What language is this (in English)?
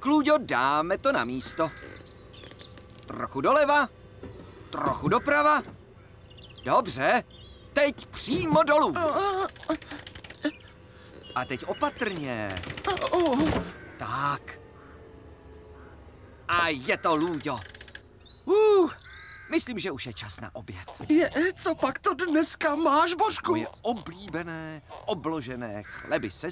Czech